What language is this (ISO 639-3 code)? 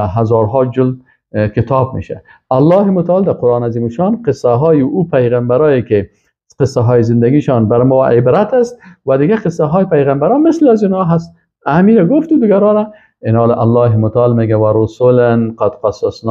fas